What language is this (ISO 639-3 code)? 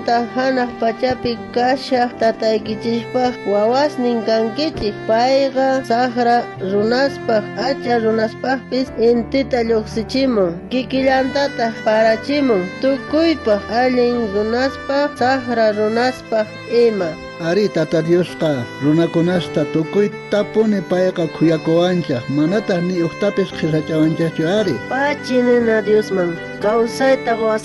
quh